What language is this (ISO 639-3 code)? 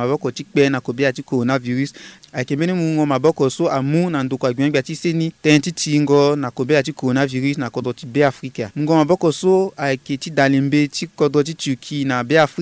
sag